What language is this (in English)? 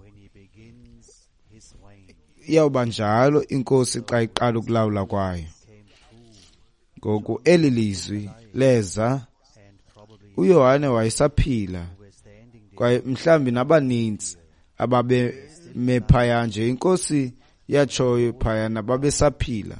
Xhosa